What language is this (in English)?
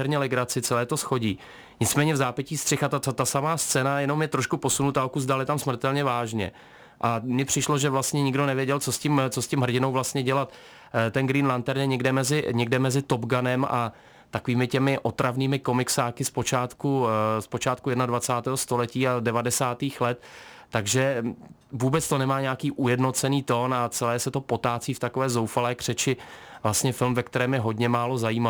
Czech